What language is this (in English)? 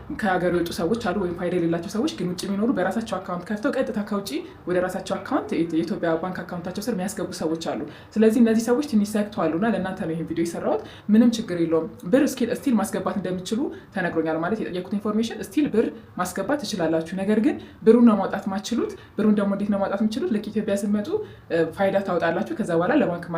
Amharic